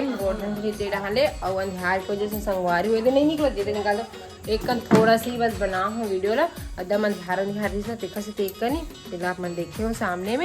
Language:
Chhattisgarhi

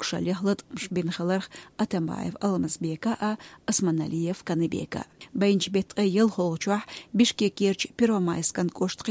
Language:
Chechen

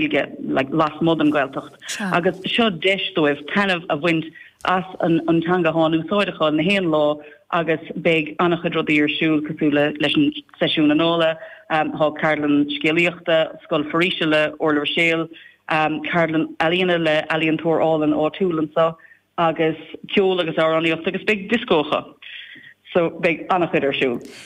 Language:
Irish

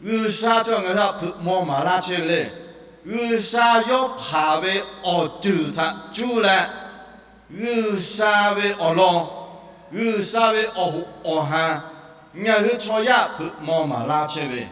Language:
Lahu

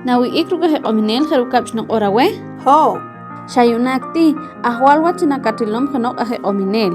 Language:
Poqomchi'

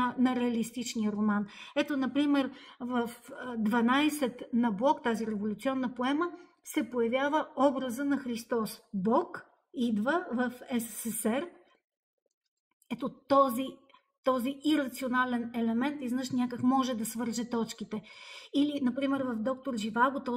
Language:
Bulgarian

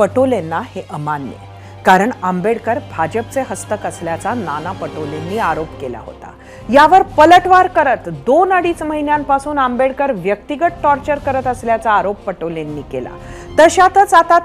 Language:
Marathi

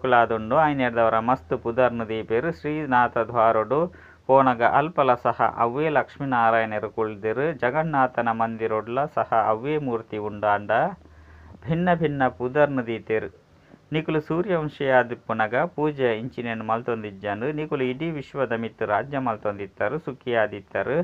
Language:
Tulu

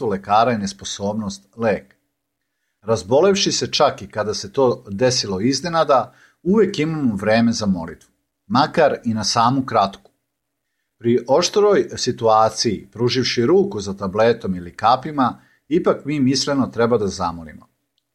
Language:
Serbian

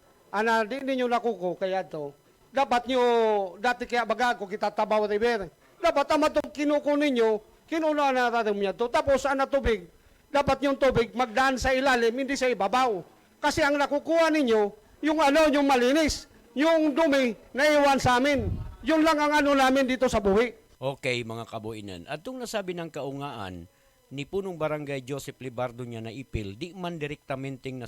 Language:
Buhi'non Bikol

